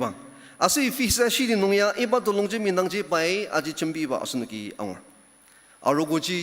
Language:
Ao Naga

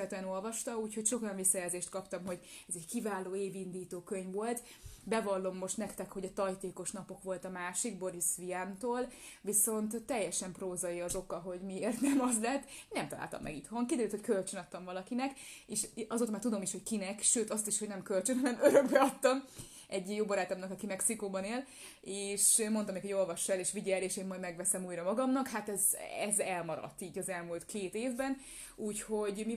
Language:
Hungarian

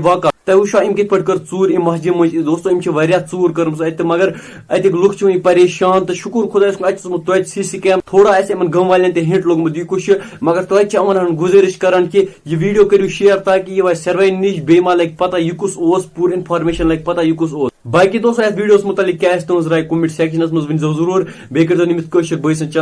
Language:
Kashmiri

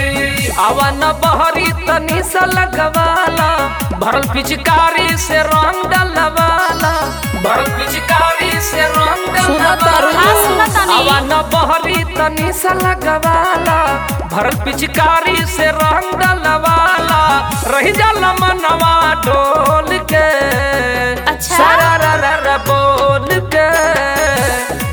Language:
Bhojpuri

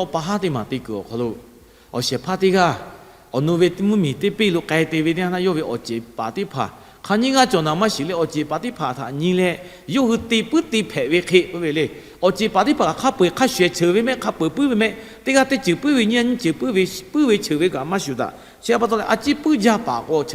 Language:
Lahu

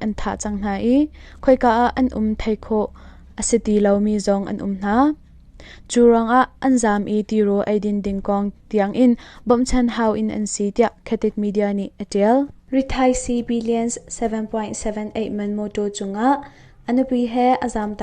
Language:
Hakha Chin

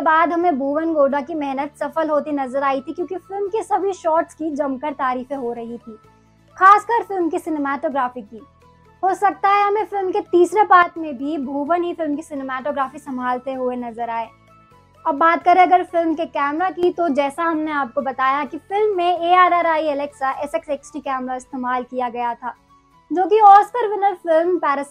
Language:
Hindi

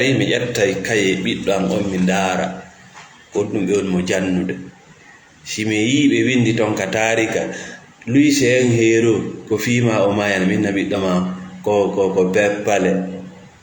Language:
Fula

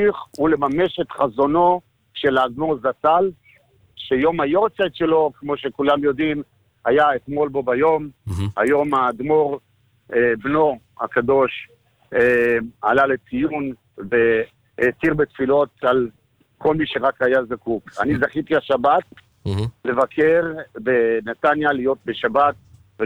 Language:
Hebrew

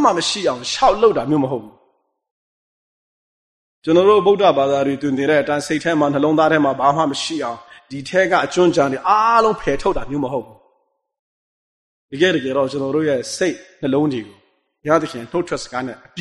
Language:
Burmese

